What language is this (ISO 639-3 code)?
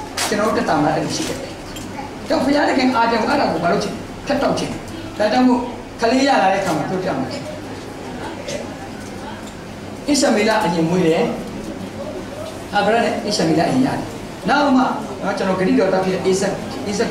mya